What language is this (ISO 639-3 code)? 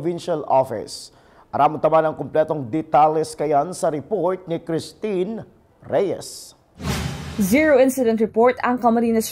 bik